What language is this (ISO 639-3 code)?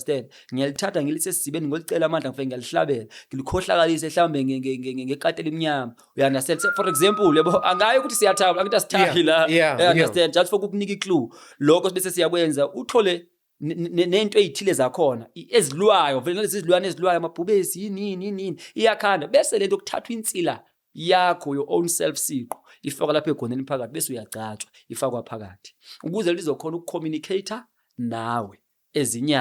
zul